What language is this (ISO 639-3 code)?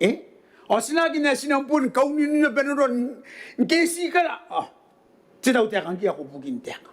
gil